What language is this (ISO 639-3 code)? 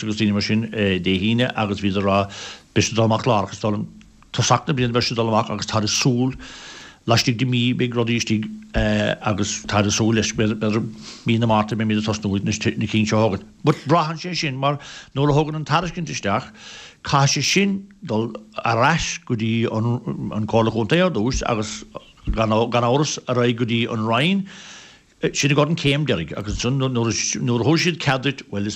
gle